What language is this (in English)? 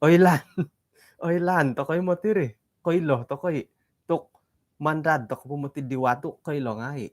Central Dusun